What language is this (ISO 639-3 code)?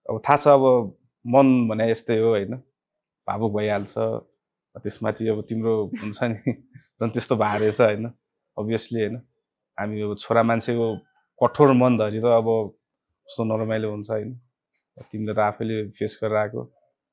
nep